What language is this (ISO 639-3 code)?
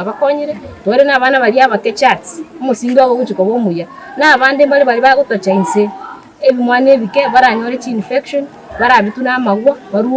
guz